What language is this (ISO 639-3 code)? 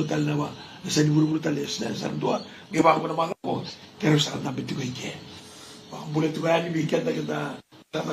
fij